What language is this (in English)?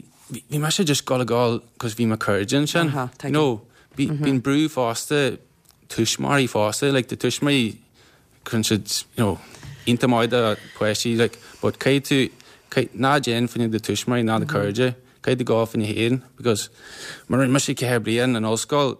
Irish